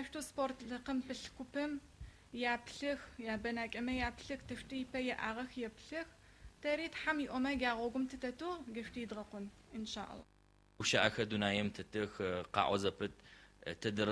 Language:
Adyghe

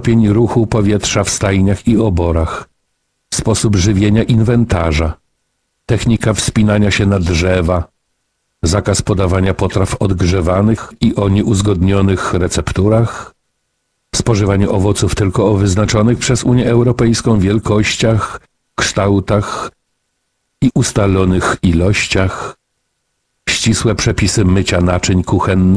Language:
Polish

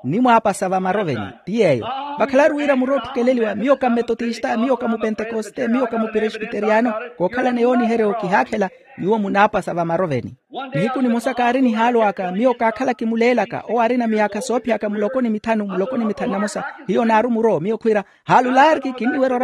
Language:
Makhuwa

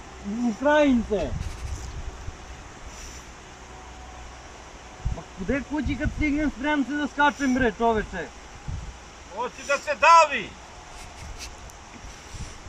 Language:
Serbian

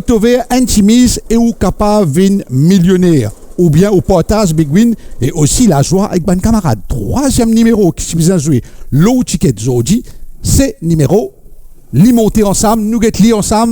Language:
Morisyen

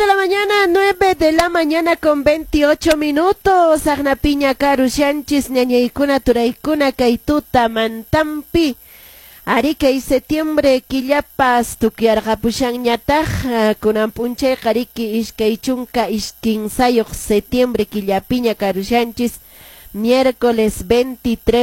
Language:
Quechua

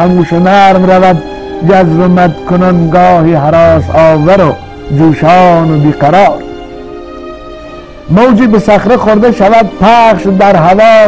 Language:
Persian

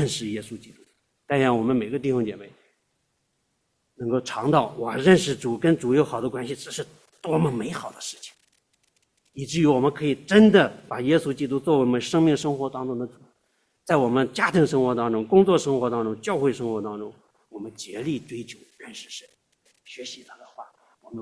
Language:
Chinese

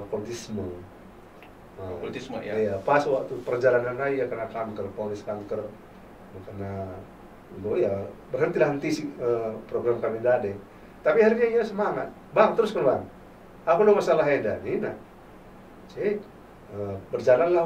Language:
Batak Karo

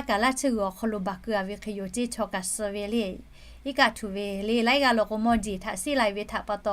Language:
Lahu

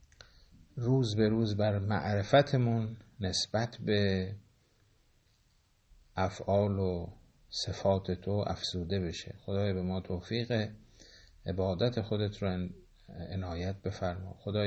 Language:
Persian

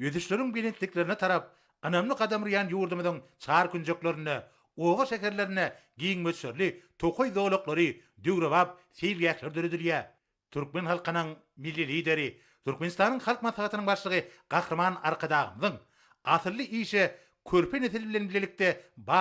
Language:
Turkmen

